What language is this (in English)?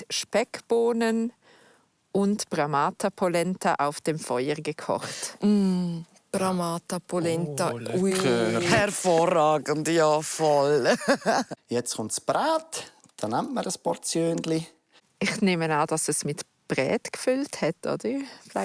Swiss German